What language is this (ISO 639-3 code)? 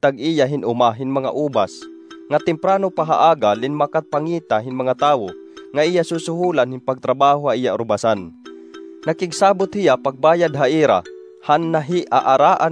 war